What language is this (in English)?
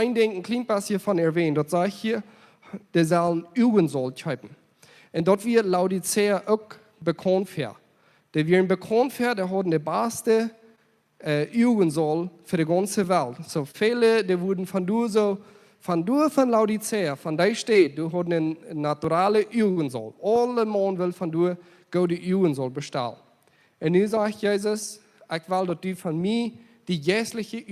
Plautdietsch